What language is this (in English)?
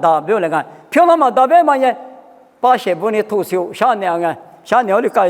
Lisu